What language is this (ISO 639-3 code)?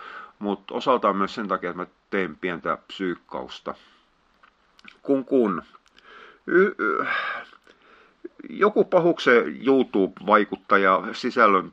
fin